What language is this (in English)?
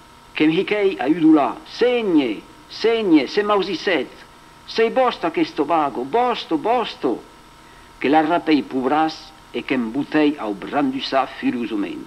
Occitan